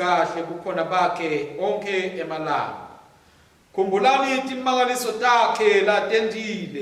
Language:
Swati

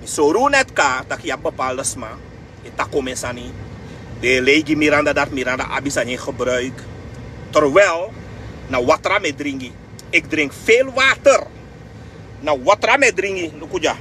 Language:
Sranan Tongo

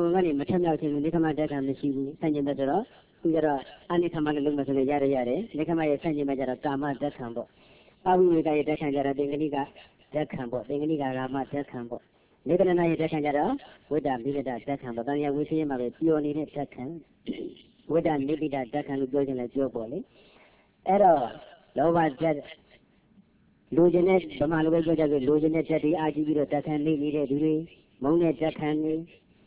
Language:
Burmese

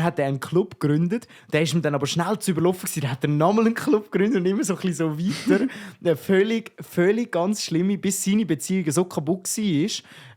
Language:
Swiss German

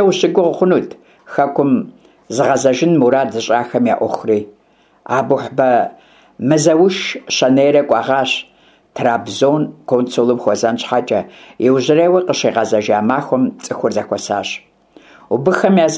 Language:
Kabardian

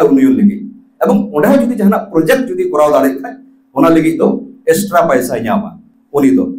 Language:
Santali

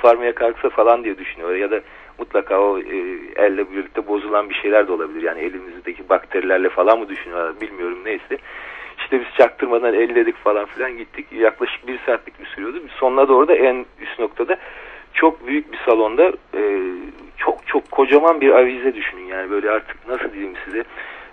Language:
Turkish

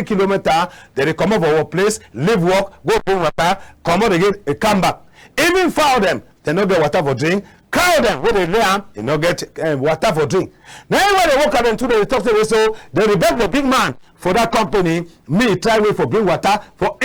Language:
Cameroon Pidgin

